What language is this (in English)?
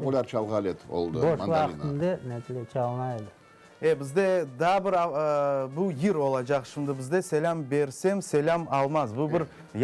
Crimean Tatar